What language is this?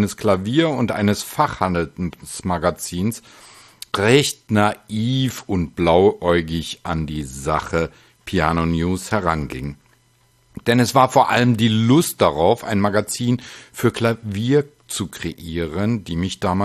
German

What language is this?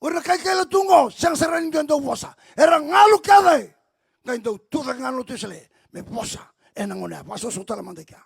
Fijian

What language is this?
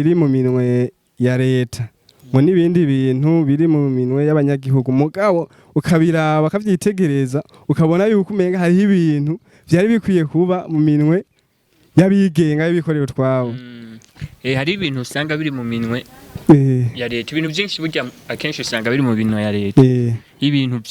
Rundi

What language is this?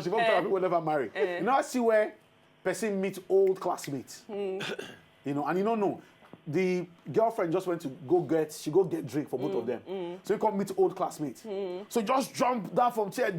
Nigerian Pidgin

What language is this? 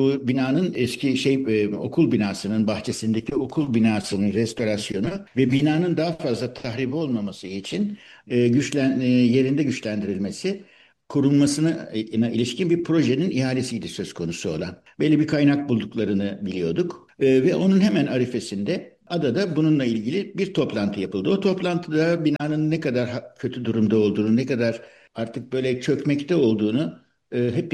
Turkish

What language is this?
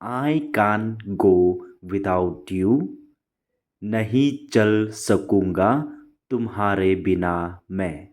Khasi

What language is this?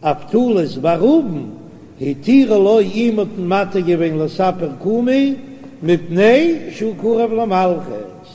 Yiddish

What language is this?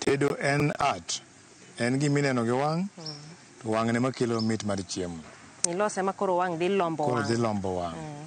Luo (Kenya and Tanzania)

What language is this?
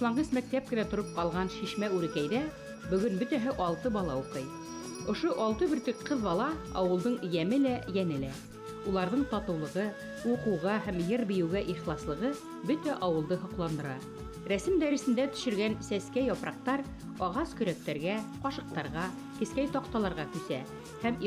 Bashkir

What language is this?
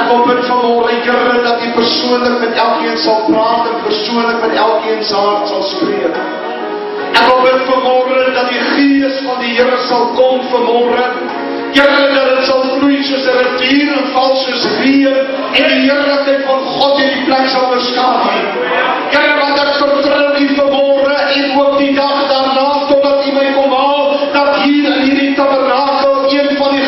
Afrikaans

